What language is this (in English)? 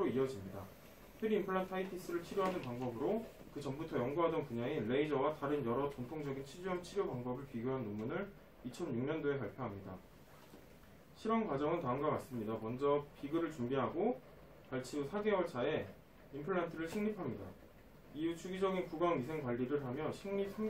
Korean